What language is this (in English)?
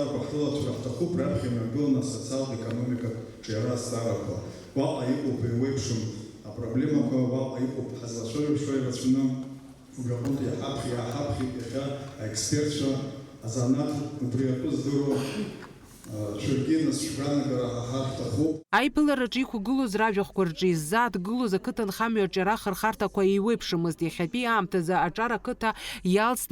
Abkhazian